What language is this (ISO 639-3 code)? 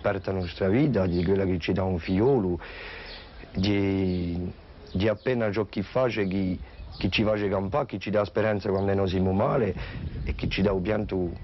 cos